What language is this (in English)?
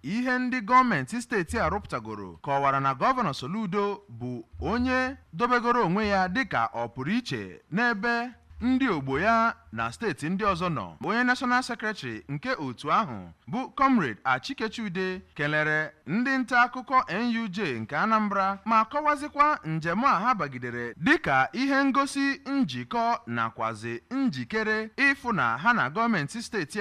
Igbo